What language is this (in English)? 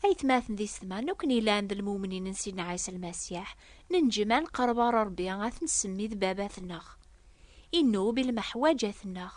Kabyle